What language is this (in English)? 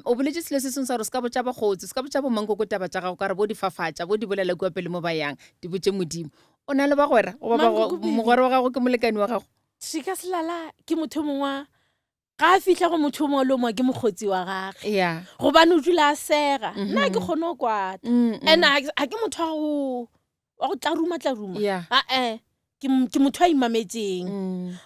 Northern Sotho